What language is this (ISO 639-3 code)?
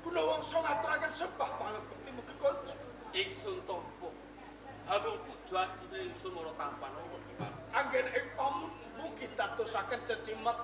jav